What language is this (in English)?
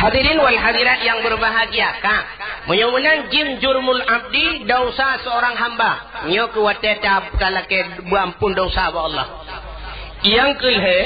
Achinese